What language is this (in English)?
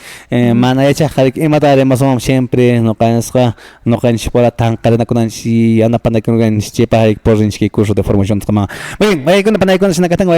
Quechua